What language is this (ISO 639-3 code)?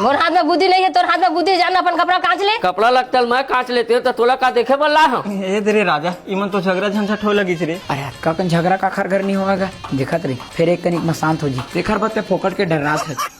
hne